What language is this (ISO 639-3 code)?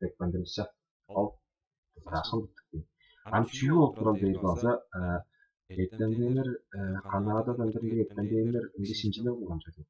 tyv